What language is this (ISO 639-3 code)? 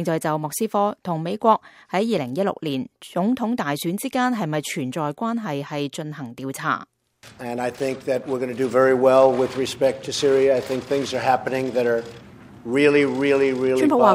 yue